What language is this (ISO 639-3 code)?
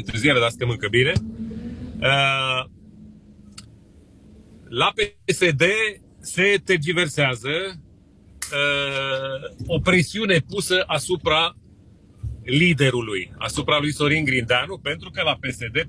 ron